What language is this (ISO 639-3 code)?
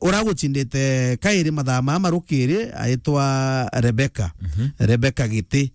mer